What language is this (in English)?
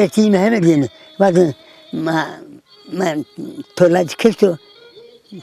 Zaza